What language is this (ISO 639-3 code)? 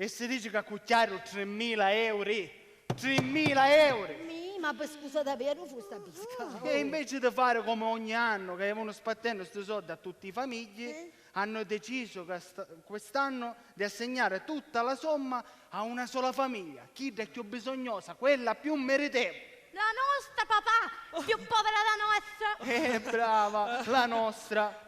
scn